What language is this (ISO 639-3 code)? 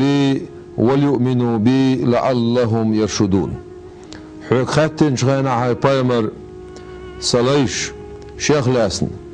che